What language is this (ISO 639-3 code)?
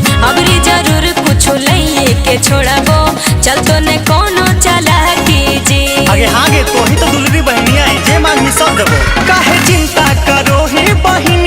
mag